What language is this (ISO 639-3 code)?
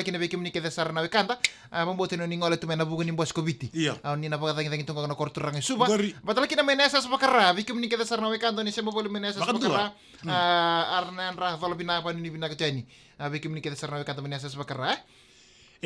fij